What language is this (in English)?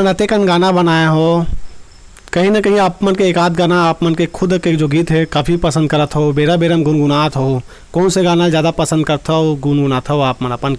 Chhattisgarhi